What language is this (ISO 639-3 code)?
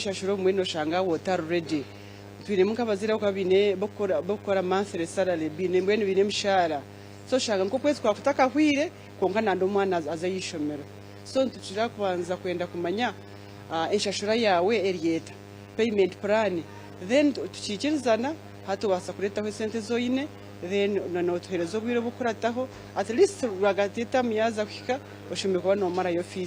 nyn